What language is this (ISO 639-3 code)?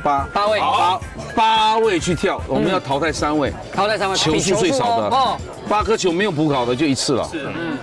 zho